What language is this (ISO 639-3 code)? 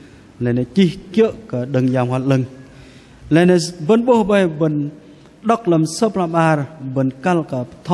bdq